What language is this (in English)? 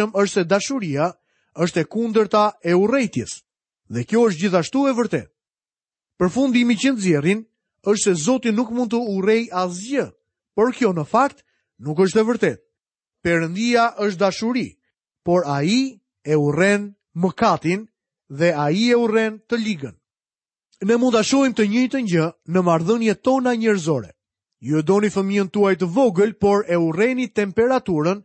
Albanian